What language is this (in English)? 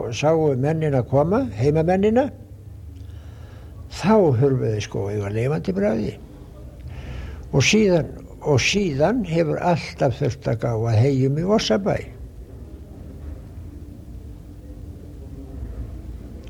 Icelandic